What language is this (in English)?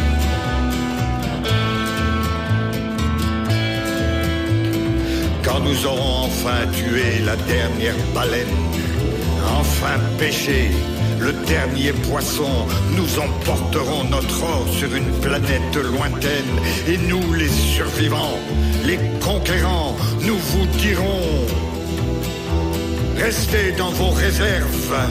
French